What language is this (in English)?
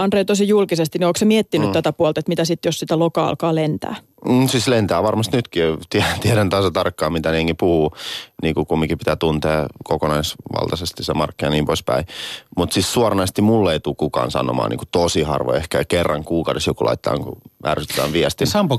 Finnish